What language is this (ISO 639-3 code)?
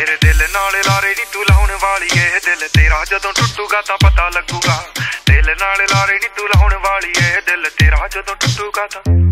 pan